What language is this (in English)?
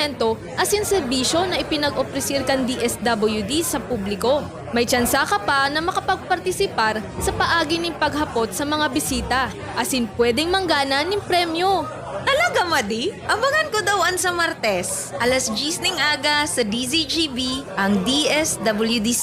Bikol